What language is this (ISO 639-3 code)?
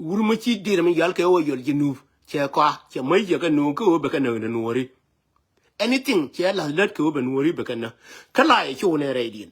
nus